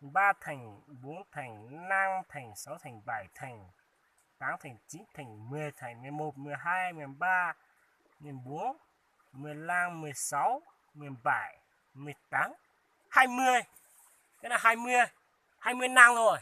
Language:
Hmong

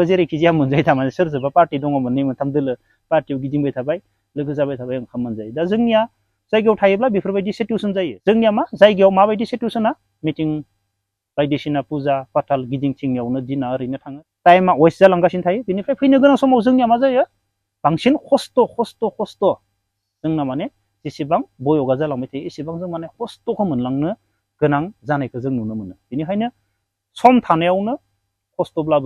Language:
Bodo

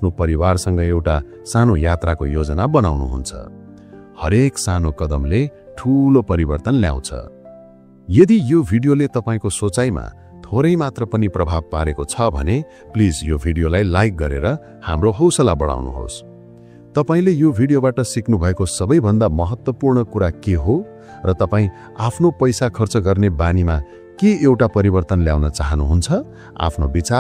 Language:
Nepali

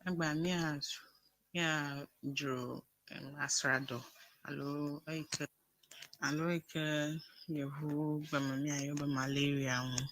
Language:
Ewe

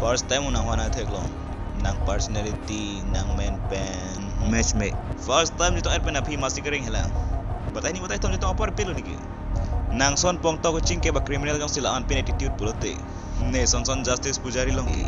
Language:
Karbi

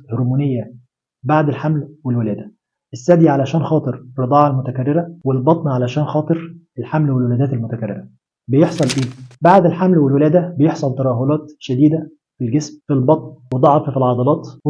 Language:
Egyptian Arabic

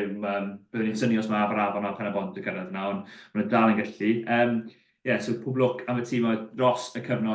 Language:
Welsh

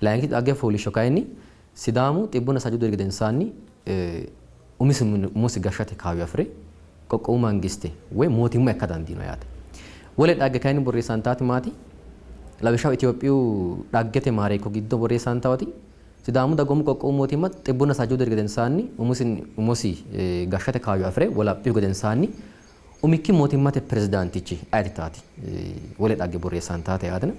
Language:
Sidamo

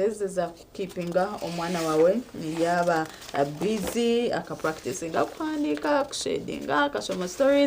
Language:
Nyankole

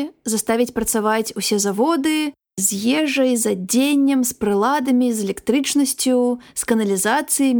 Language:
Belarusian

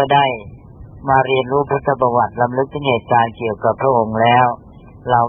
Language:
Thai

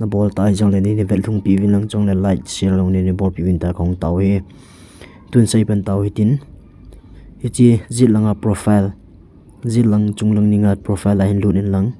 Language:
Thado Chin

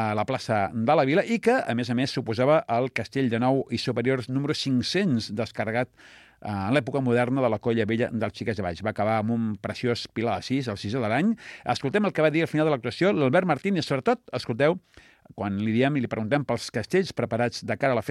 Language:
Catalan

